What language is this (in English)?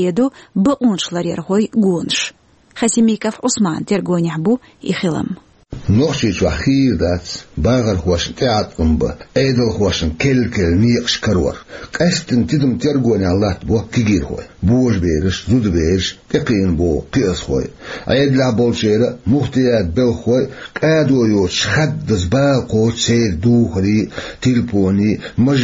Chechen